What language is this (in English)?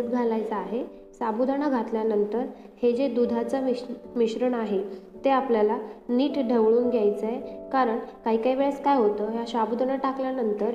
Marathi